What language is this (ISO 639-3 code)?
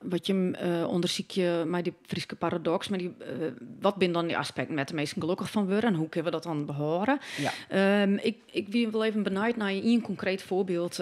fry